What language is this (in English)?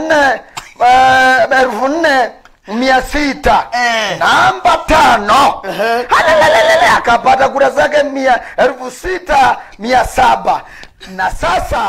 Swahili